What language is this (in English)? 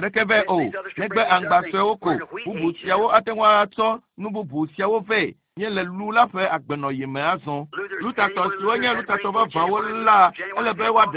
Ewe